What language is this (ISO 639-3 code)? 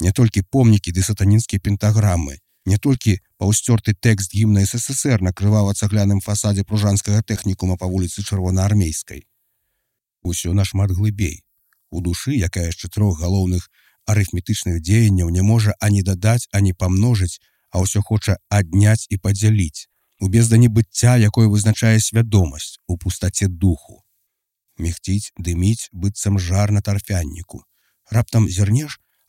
bel